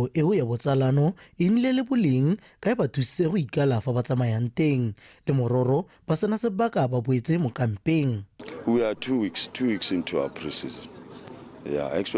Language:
Tswana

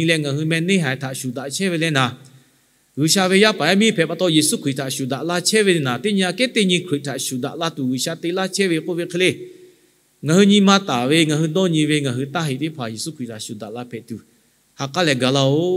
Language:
Lahu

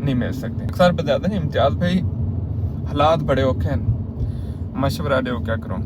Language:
Saraiki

